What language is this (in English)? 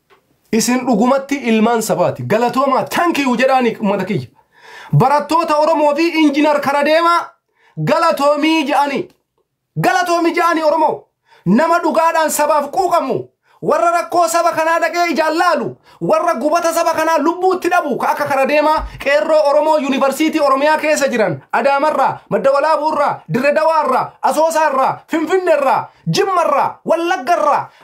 Oromo